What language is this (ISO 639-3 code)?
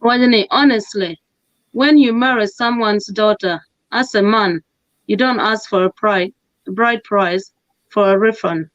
ach